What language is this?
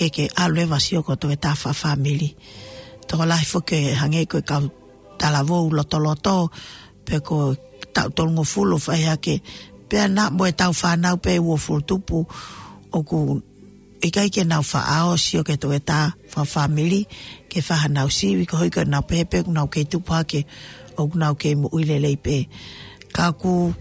Tongan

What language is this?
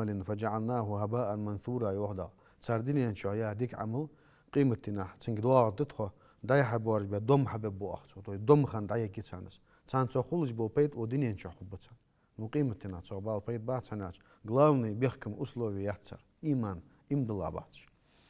Ingush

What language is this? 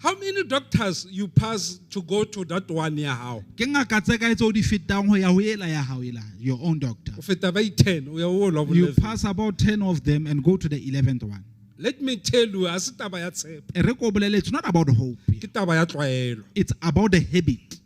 Southern Sotho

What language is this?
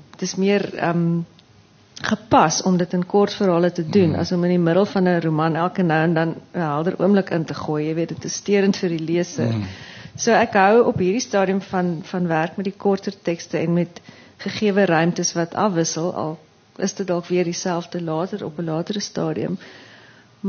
Afrikaans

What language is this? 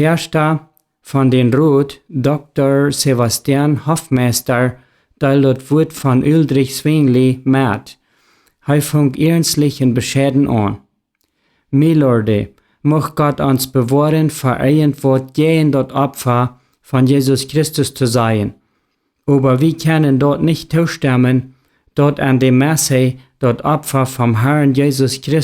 Plautdietsch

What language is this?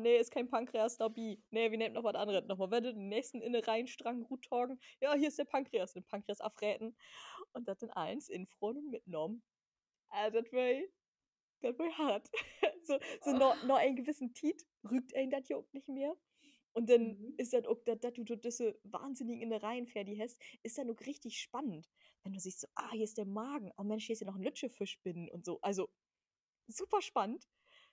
Low German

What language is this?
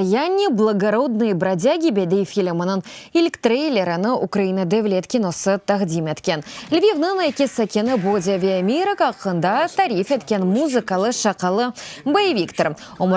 Crimean Tatar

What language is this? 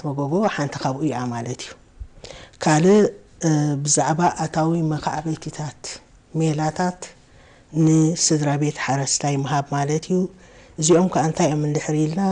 Tigrinya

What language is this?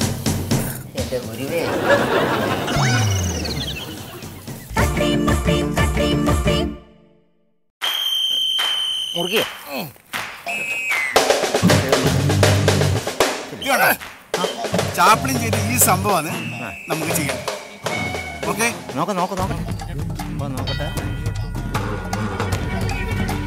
Malayalam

